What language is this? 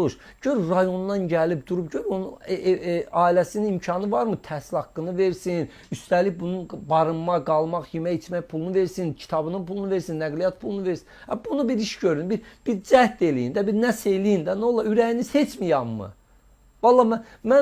Azerbaijani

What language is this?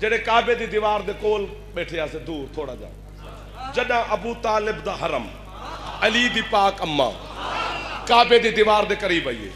Saraiki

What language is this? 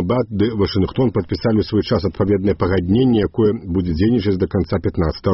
Belarusian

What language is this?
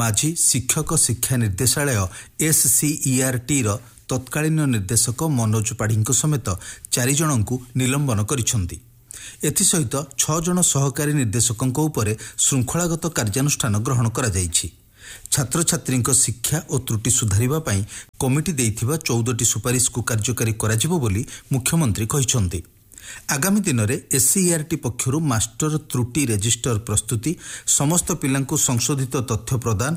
Odia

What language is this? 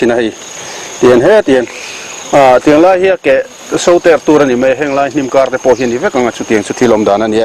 Mizo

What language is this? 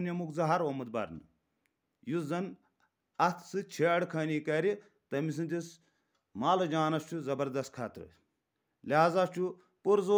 Kashmiri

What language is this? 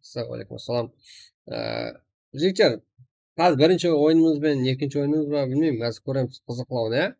Kara-Kalpak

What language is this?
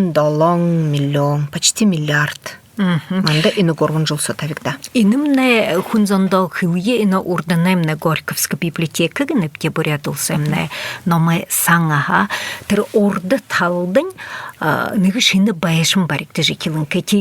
Buriat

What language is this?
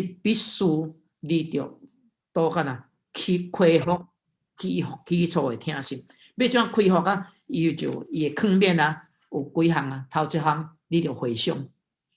Min Nan Chinese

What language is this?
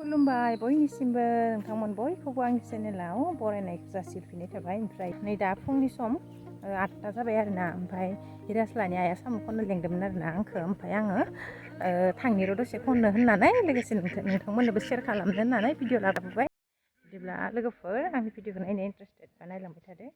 Bodo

